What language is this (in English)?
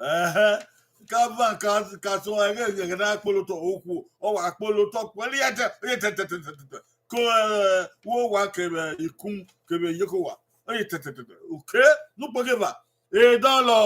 Bini